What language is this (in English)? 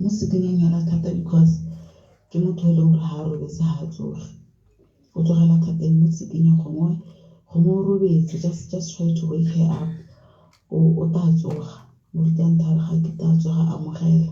Tswana